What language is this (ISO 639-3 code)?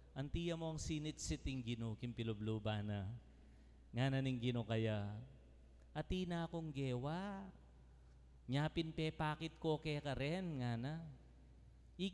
pam